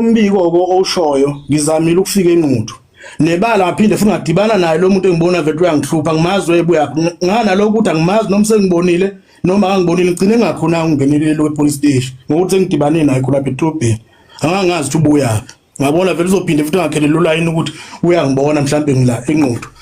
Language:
Zulu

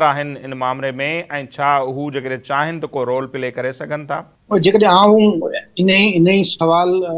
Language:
Sindhi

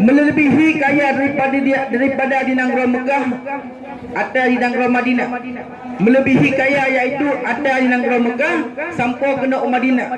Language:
Achinese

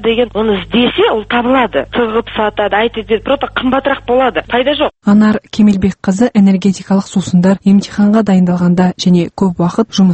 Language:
Kazakh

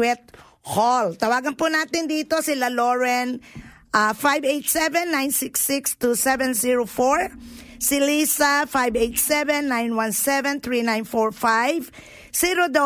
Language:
Filipino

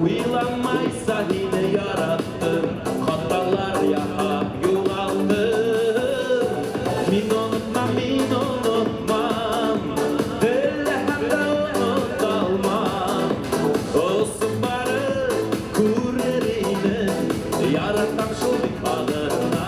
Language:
Bashkir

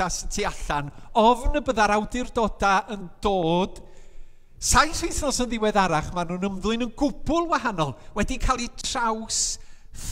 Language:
Welsh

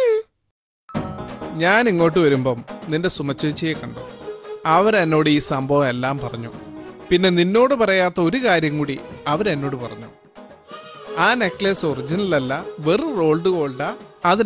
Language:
Malayalam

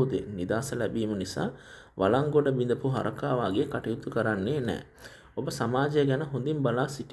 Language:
Sinhala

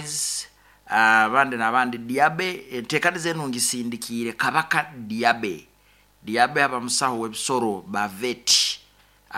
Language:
Nyoro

